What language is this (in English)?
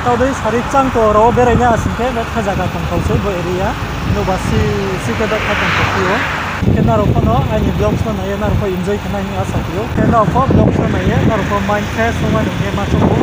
Riang (India)